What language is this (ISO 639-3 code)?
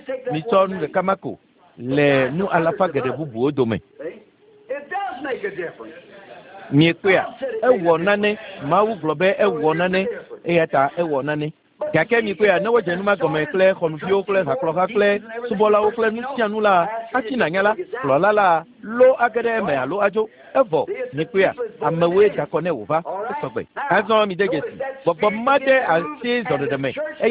ewe